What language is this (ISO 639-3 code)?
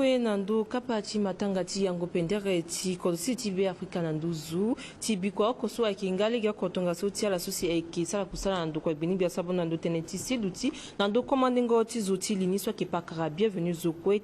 sag